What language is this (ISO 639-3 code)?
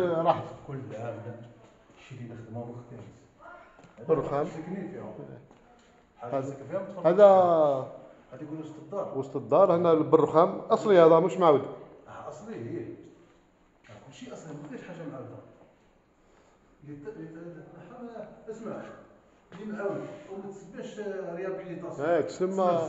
arq